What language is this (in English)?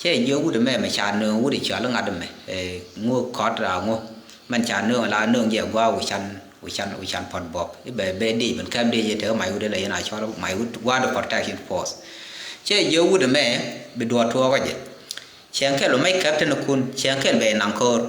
Nuer